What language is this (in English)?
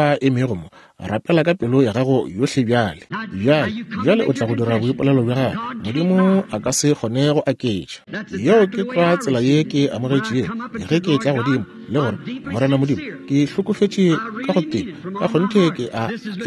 Northern Sotho